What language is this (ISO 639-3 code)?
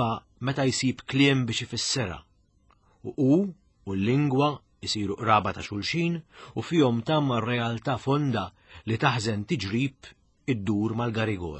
mlt